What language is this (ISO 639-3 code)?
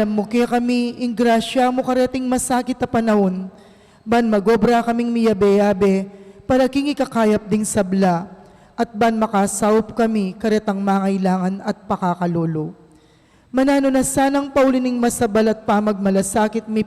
pam